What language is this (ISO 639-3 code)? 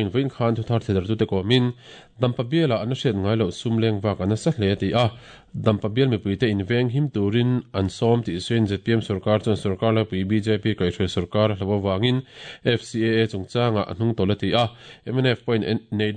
lus